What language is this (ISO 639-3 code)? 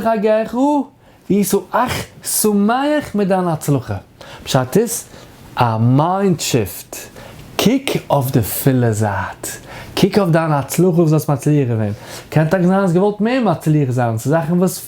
yid